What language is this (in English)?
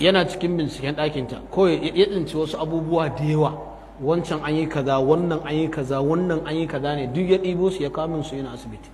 Hausa